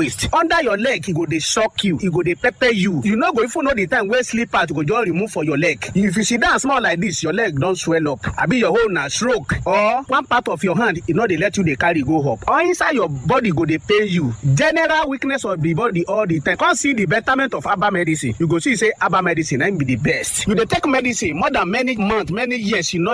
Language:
Nigerian Pidgin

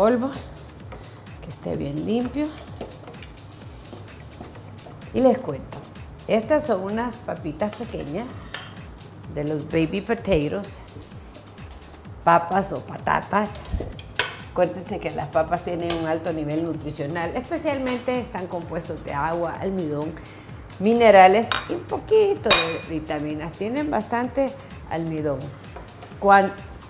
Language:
Spanish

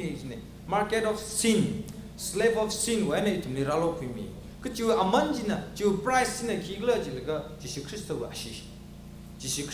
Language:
Tangkhul Naga (India)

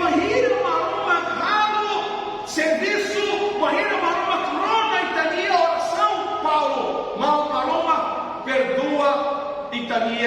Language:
Tetum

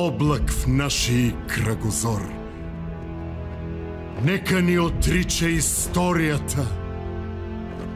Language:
Bulgarian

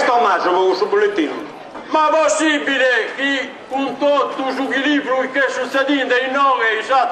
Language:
Sardinian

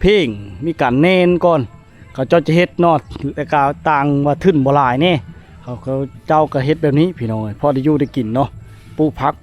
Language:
Lao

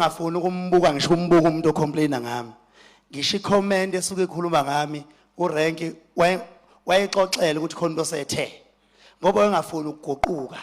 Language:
Zulu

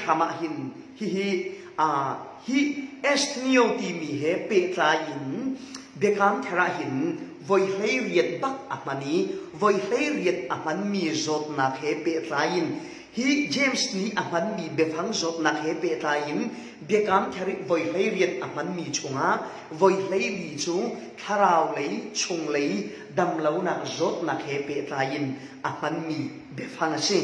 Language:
Falam Chin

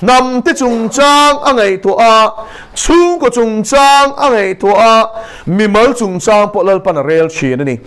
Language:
Mizo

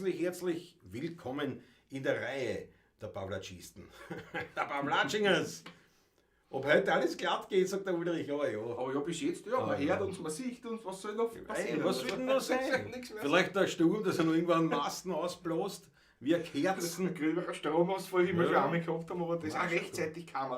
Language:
Bavarian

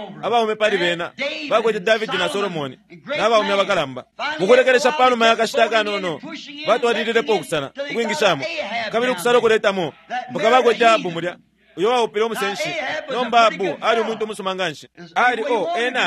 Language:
Bemba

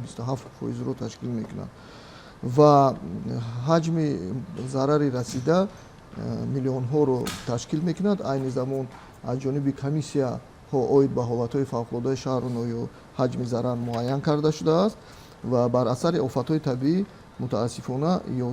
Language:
Tajik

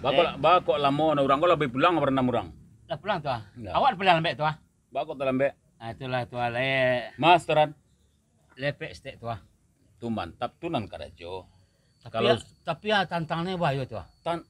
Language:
Minangkabau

